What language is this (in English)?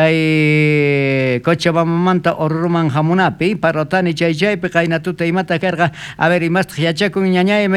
South Bolivian Quechua